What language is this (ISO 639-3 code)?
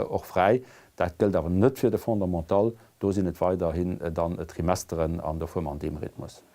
ltz